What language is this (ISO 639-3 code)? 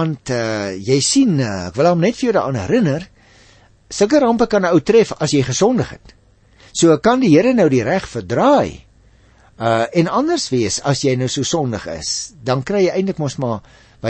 afr